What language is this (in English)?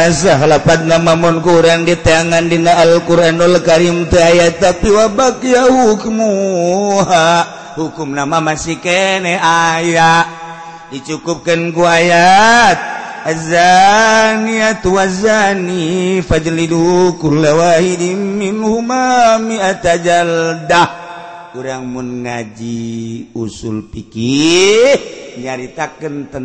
Sundanese